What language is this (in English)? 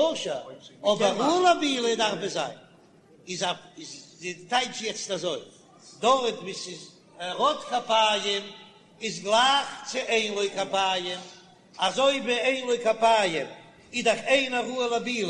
Yiddish